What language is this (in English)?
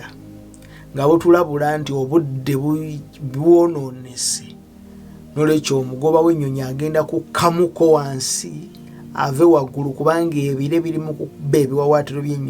Ganda